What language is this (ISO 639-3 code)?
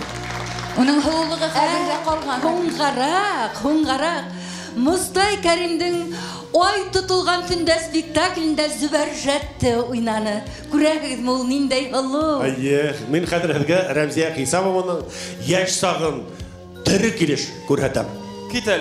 bak